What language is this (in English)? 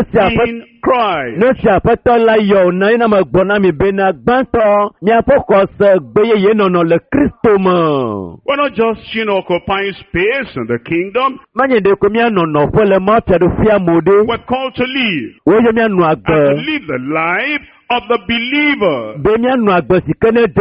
Ewe